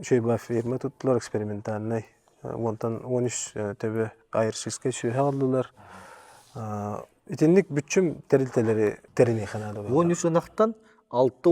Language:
Yakut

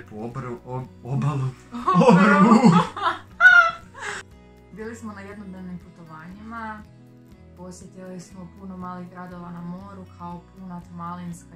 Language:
Croatian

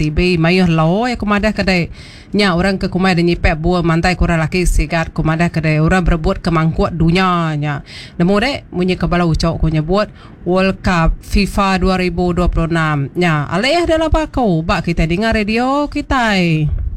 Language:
Iban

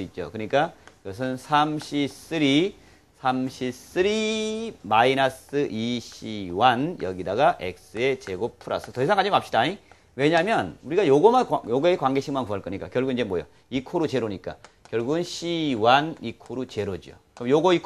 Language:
Korean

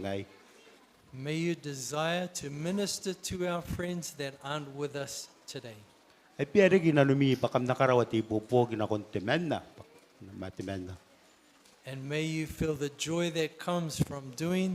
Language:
Gilbertese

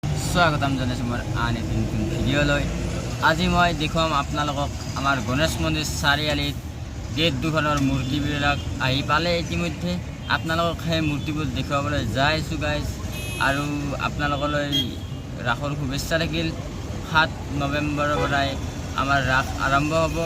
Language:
Assamese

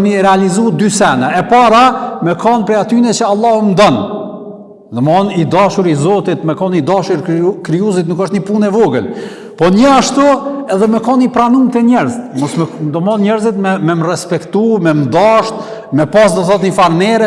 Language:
Albanian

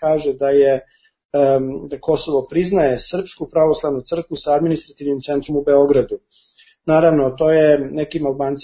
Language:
Serbian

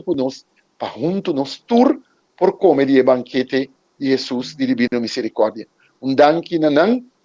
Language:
Papiamento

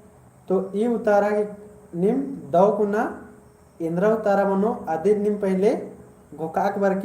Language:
Kurukh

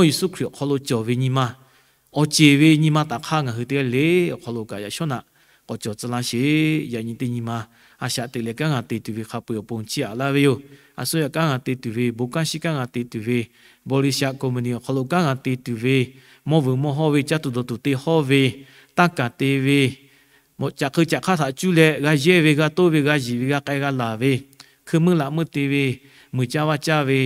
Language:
Lahu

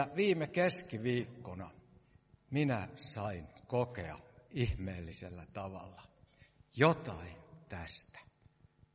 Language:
Finnish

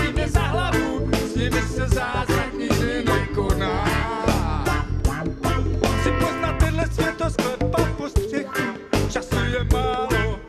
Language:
Czech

